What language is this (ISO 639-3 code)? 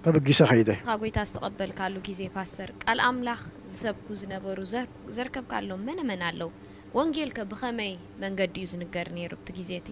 tir